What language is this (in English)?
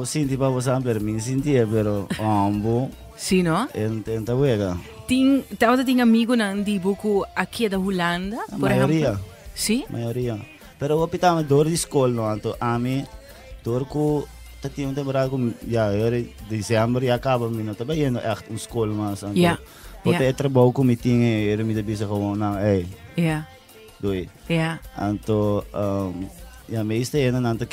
Papiamento